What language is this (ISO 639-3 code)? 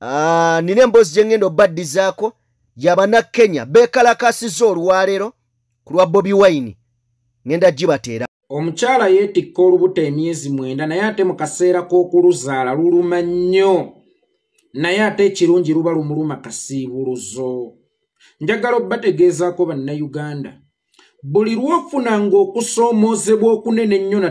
lug